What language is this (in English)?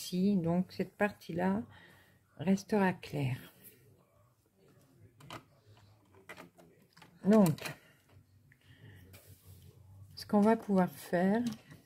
French